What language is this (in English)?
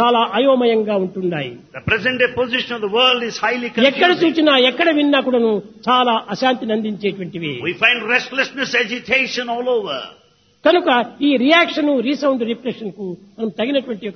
Telugu